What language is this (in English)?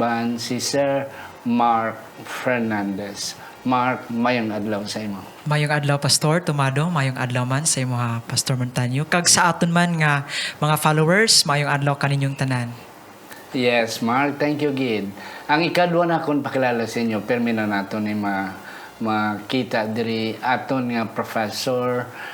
Hiligaynon